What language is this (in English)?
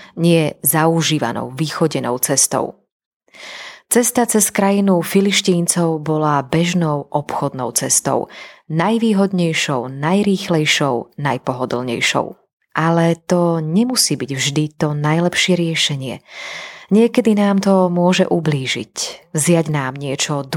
Slovak